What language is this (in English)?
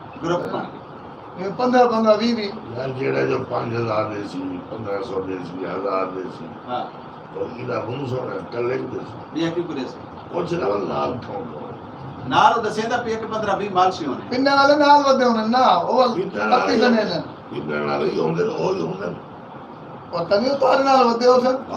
Saraiki